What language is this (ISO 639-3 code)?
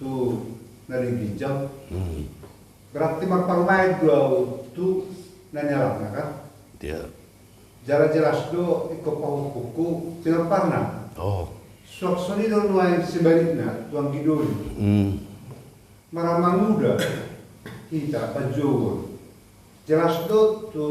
bbc